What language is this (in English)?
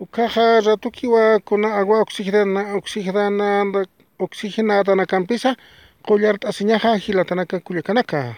Aymara